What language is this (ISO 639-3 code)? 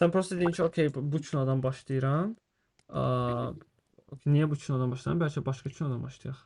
aze